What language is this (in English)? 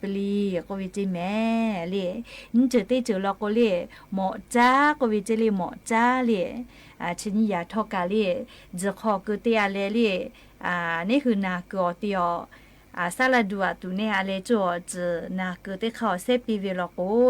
Lahu